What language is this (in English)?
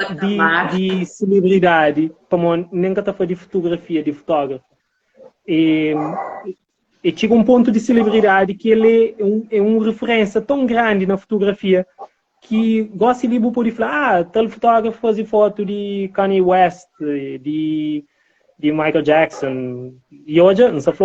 Kabuverdianu